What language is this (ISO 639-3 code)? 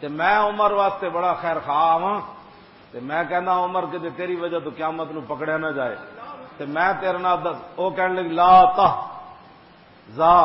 lah